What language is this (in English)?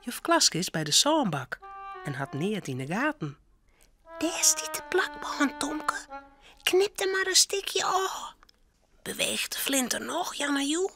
Western Frisian